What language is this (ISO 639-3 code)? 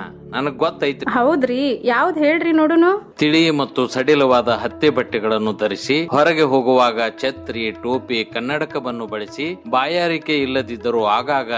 kan